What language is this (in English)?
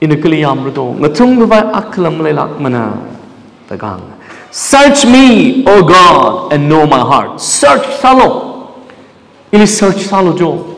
Tangkhul Naga (India)